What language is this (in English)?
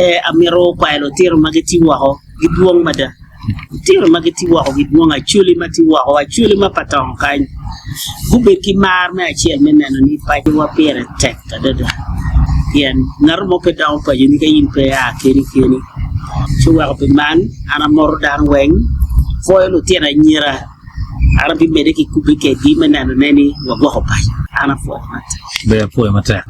Acoli